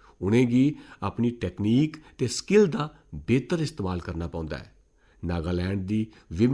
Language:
Dogri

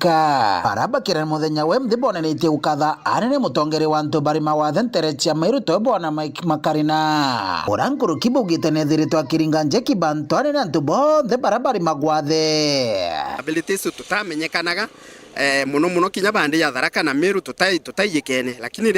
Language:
Meru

